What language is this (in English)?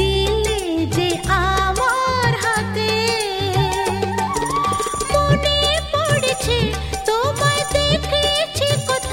Bangla